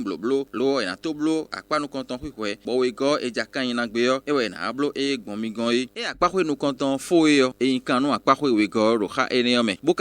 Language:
Fon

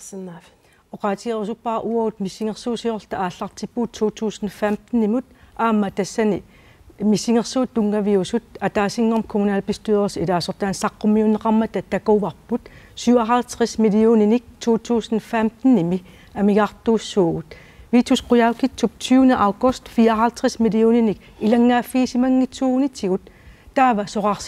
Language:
Kalaallisut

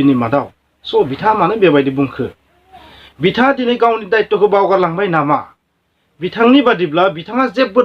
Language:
Bodo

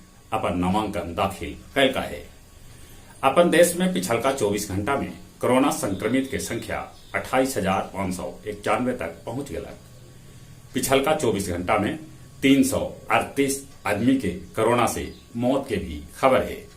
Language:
Magahi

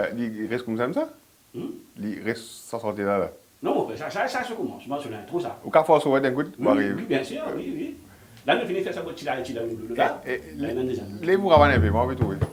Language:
Morisyen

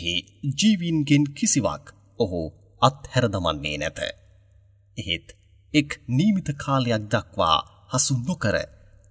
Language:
Sinhala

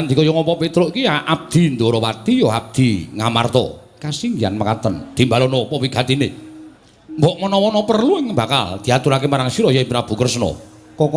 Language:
Javanese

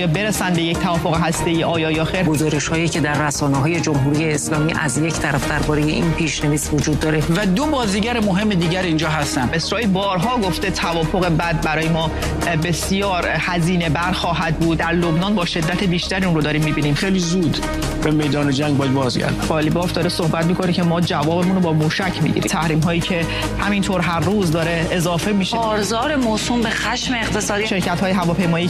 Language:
Persian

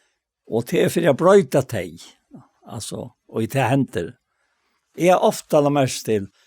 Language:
Faroese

